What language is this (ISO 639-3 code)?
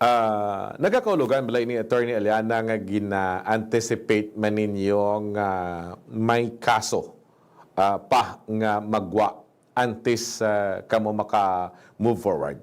hil